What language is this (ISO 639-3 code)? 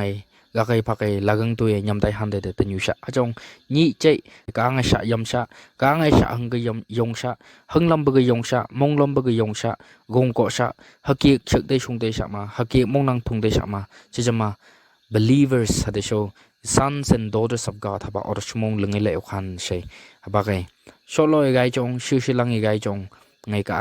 nph